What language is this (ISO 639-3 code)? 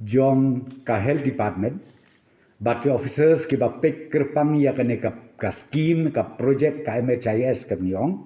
kha